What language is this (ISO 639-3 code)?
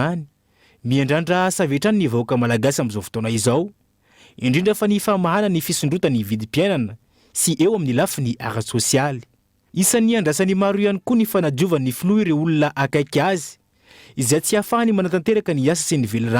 mlg